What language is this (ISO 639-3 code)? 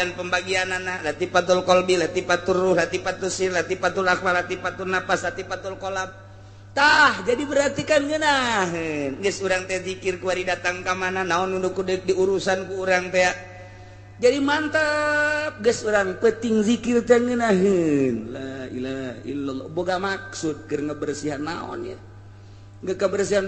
sun